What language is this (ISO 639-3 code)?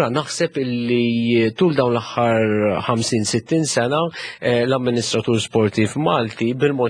mlt